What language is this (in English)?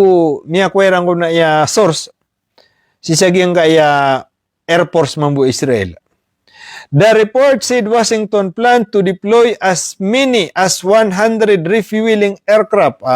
Maranao